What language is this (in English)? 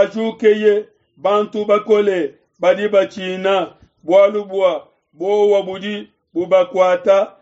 Luba-Lulua